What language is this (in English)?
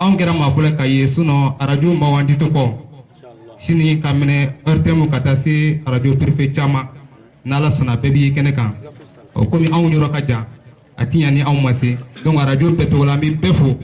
Bambara